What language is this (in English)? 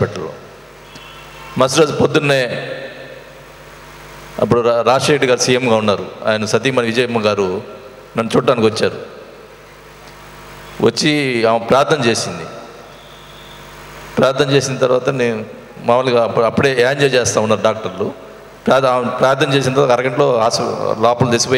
Telugu